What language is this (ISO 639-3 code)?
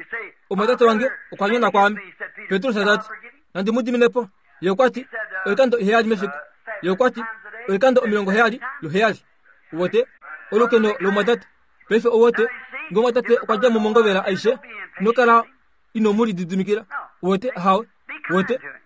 kua